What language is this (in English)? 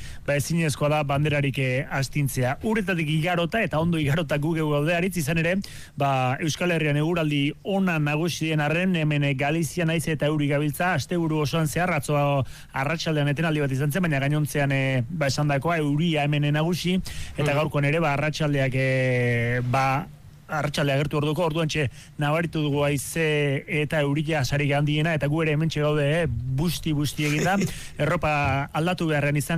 Basque